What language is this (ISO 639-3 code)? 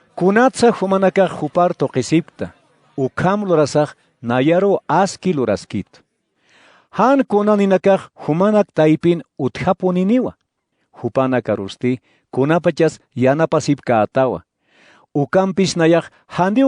aym